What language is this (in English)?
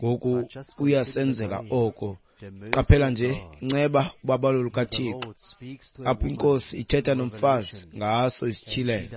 Xhosa